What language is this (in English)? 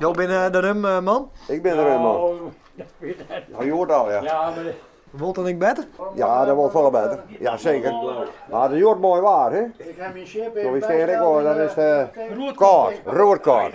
Western Frisian